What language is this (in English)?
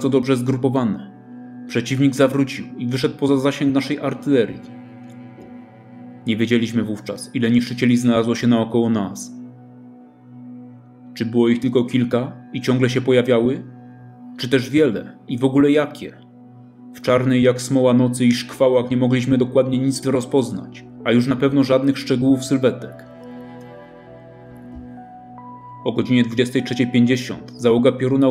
Polish